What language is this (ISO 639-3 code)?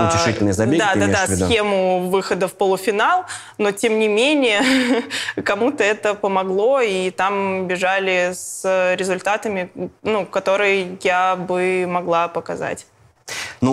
rus